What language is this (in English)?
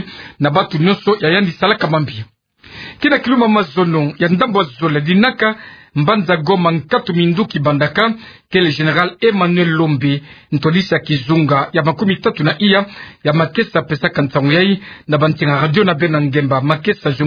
Kituba (Democratic Republic of Congo)